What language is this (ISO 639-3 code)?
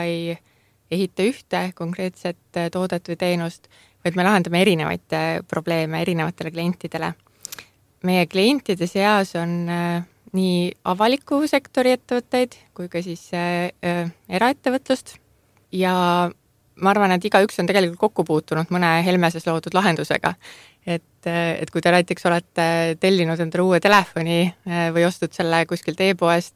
est